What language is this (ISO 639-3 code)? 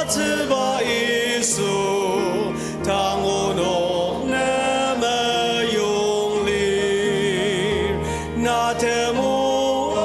njo